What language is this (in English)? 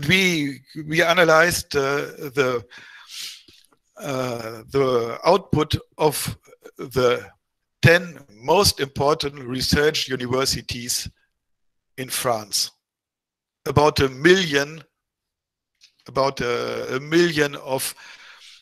English